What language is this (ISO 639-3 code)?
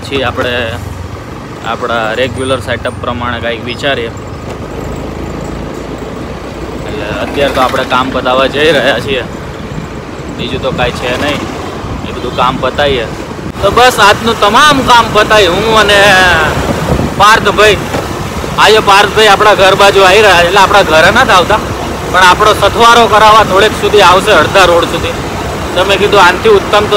guj